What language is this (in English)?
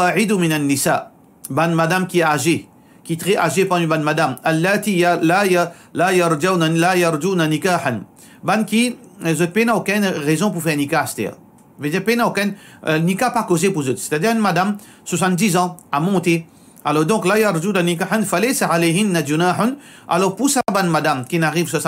Morisyen